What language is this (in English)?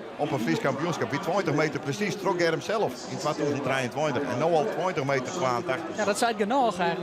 Western Frisian